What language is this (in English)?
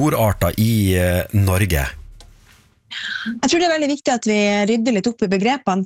Norwegian